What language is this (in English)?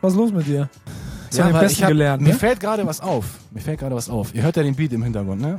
German